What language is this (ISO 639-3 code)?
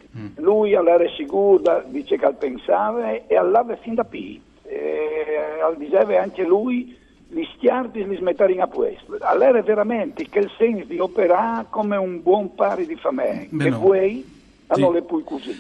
fur